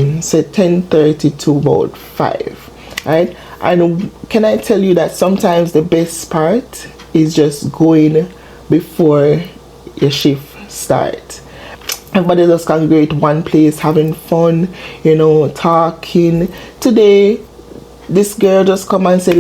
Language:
Jamaican Creole English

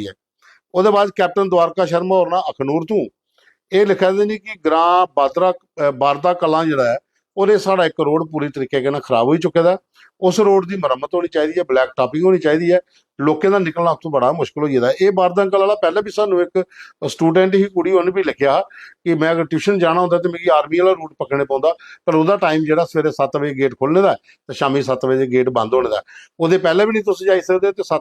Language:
Dogri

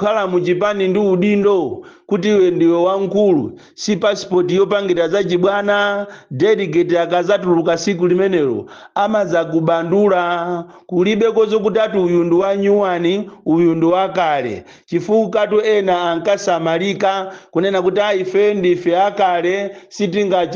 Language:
Nyanja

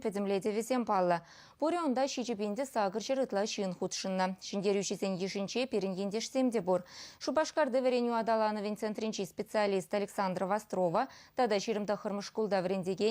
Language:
Chuvash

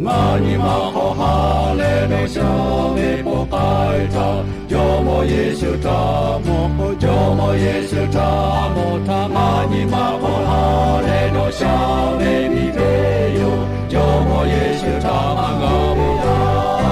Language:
Lahu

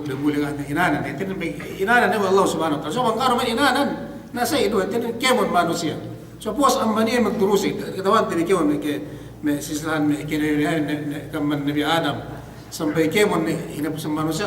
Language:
Yakan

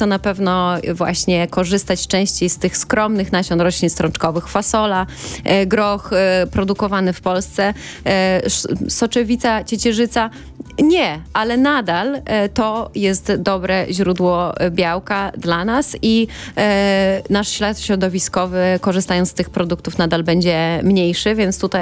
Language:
Polish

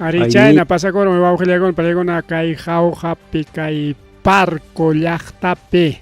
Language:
Ayacucho Quechua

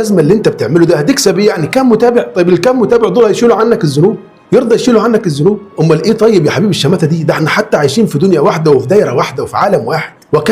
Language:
Egyptian Arabic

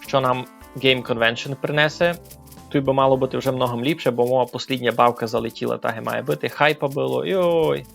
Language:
Rusyn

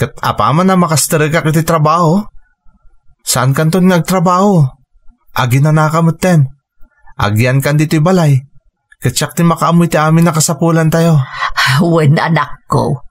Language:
Iloko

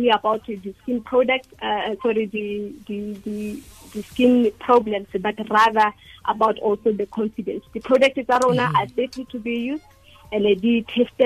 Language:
Tswana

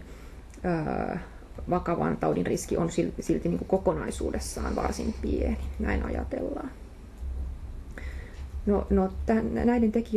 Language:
Finnish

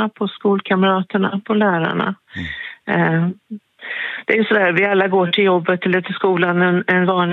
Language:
Swedish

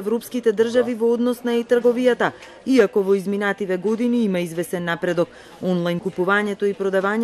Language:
Macedonian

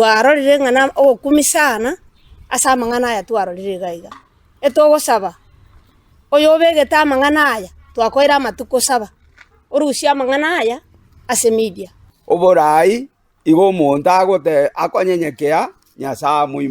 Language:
Gusii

